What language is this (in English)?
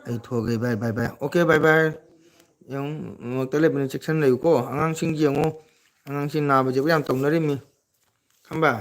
Manipuri